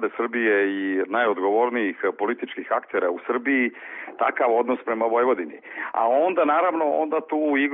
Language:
Serbian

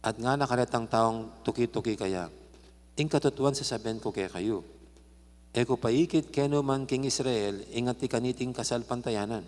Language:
Pampanga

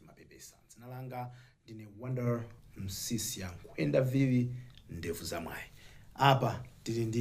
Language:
Nyanja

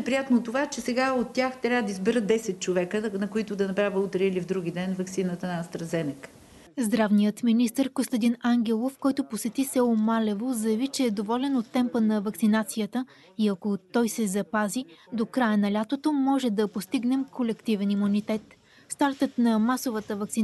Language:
Bulgarian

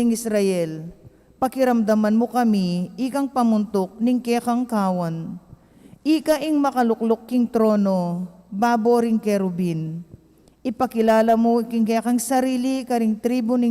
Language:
Pampanga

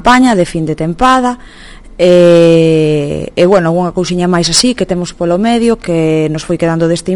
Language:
Galician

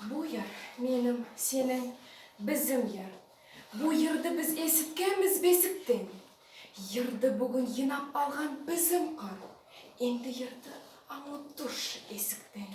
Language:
Nogai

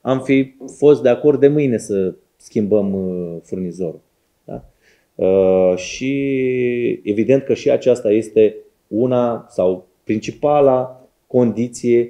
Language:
Romanian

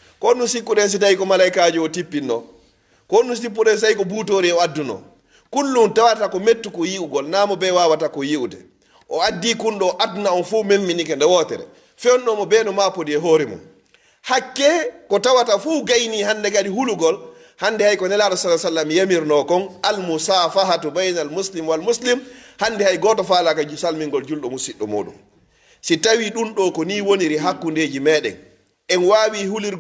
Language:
Pular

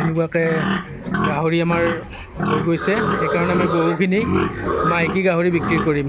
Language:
Assamese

